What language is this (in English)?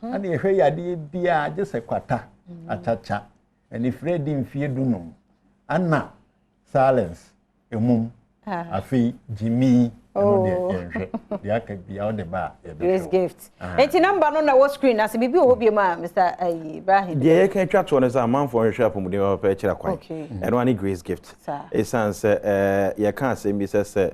Akan